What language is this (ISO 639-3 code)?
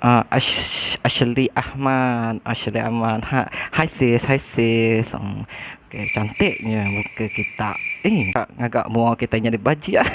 iba